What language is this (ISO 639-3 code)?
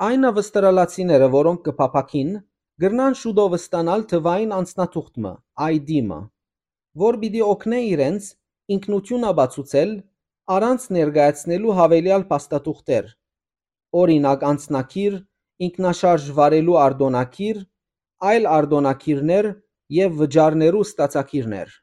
hyw